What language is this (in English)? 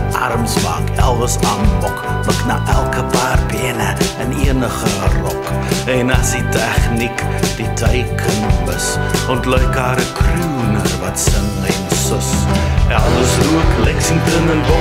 Afrikaans